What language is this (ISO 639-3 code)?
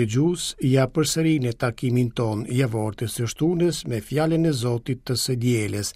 sqi